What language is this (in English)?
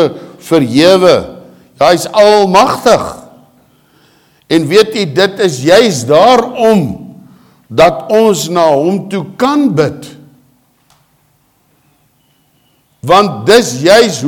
Afrikaans